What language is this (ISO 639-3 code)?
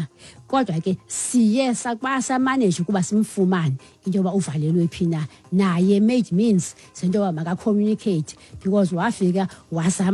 xho